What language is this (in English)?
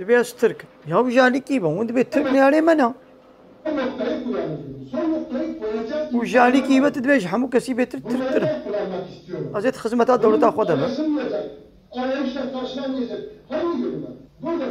Kurdish